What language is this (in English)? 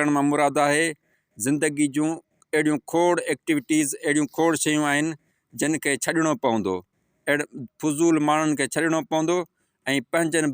Sindhi